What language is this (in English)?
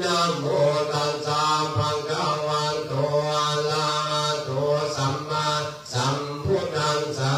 Pali